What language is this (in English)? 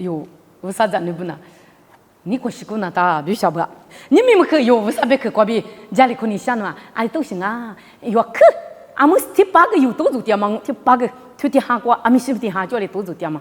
Lisu